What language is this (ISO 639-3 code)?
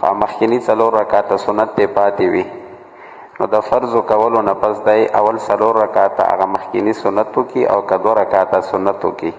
pus